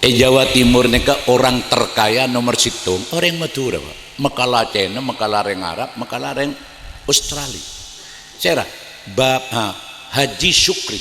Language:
Madurese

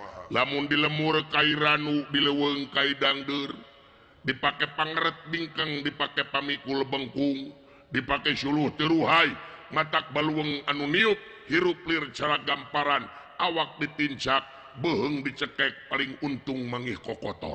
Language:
Sundanese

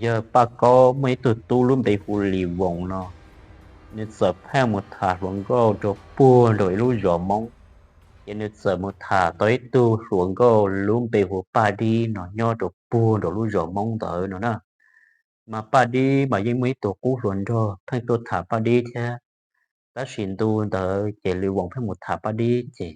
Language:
Hmong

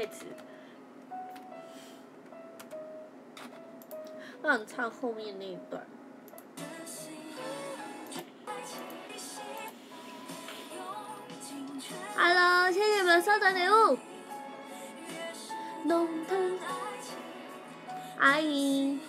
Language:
Chinese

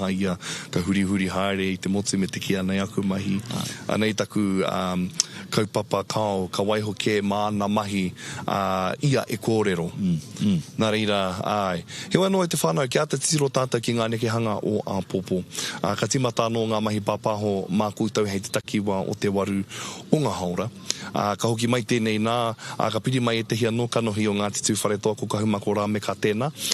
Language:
Māori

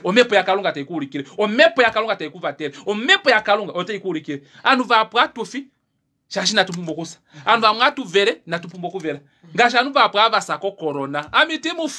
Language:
Kuanyama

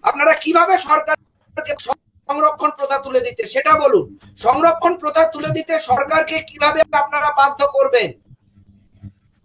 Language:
Bangla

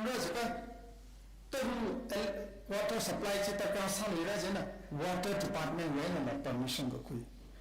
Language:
Tangkhul Naga (India)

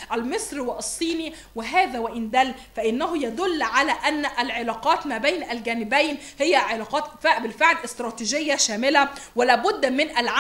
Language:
Egyptian Arabic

